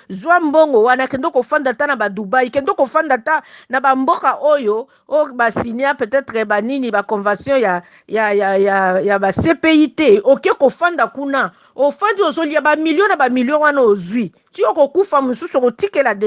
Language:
Lingala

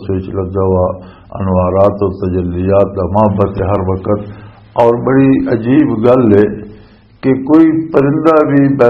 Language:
Western Panjabi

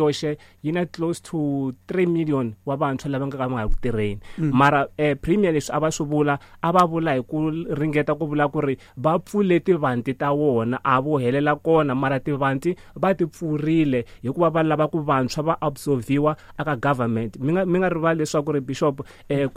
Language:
Tsonga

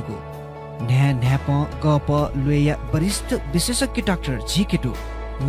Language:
Newari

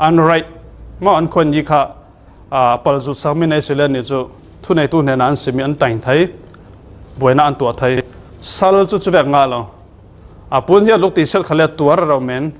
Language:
Falam Chin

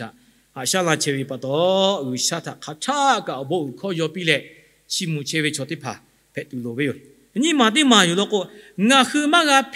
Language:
Lahu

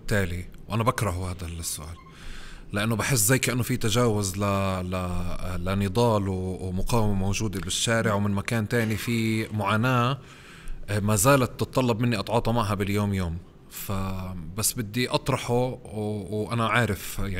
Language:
North Levantine Arabic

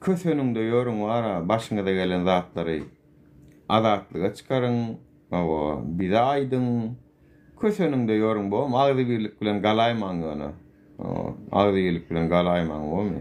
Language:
Turkmen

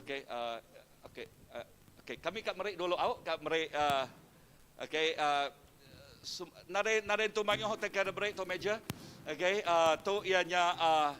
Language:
Iban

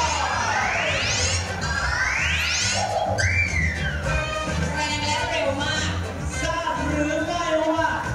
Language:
Thai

